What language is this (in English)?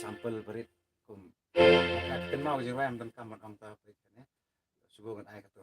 Khasi